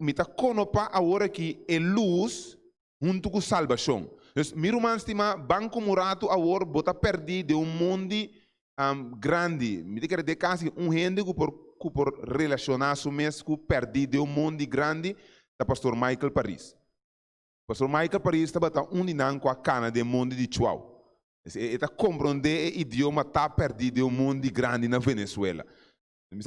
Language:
Papiamento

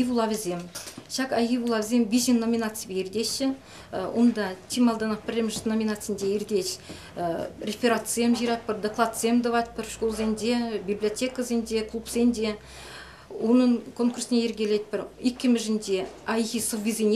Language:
Chuvash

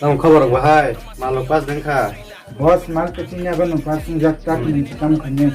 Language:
Kok Borok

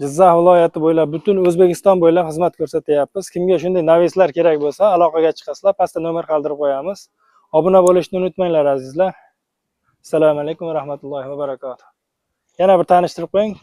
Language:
Uzbek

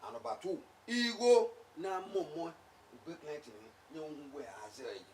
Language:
Bini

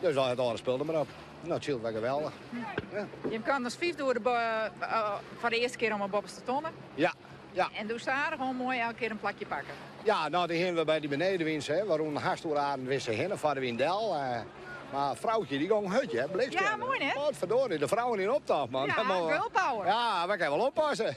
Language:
Western Frisian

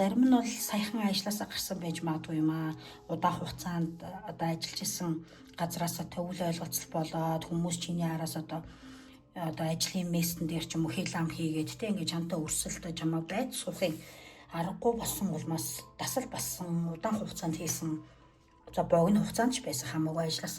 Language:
Mongolian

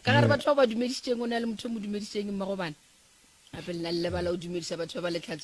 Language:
Northern Sotho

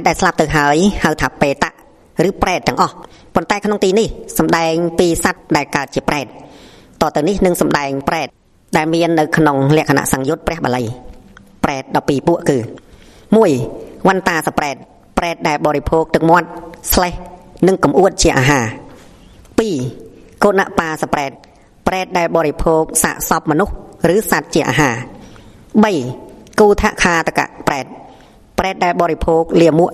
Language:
Khmer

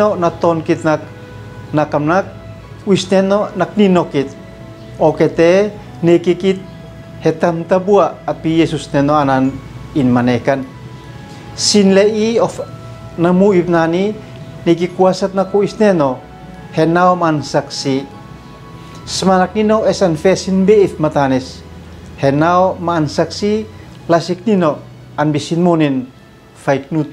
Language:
Uab Meto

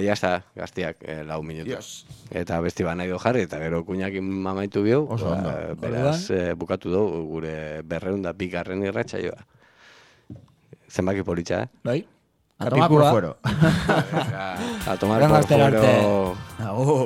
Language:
Basque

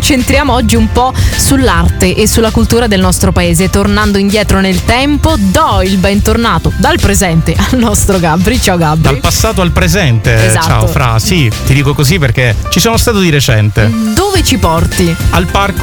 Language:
Italian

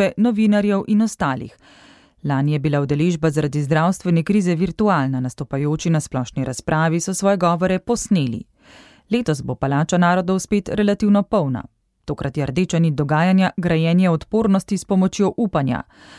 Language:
Slovenian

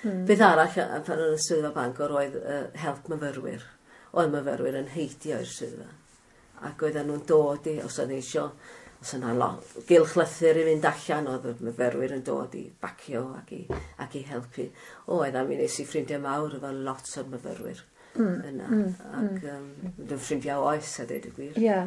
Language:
Welsh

